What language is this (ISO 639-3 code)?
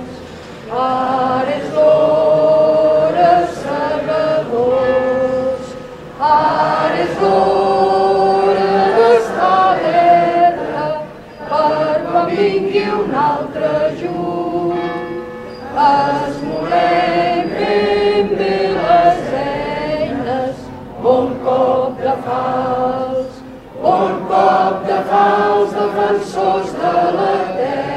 cat